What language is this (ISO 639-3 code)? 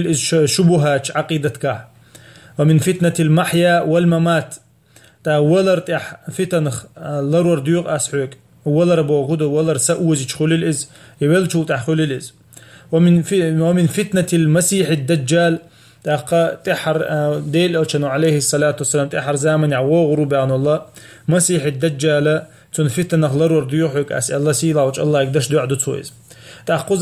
che